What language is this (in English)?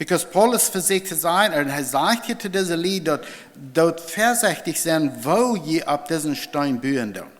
Plautdietsch